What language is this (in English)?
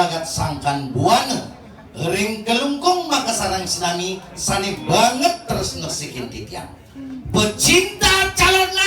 Balinese